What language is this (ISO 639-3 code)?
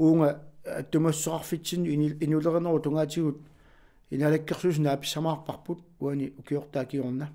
kal